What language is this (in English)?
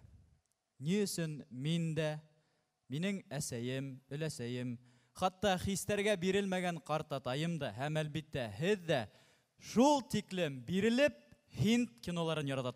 Bashkir